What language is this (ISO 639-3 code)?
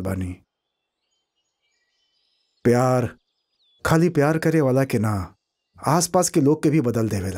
bho